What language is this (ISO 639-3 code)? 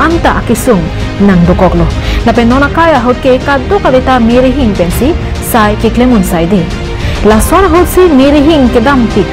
mjw